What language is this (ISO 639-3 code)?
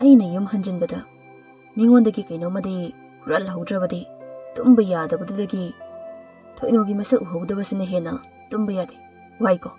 mni